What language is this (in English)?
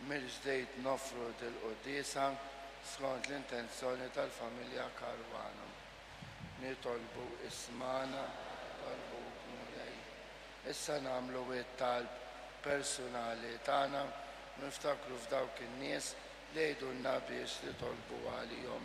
Maltese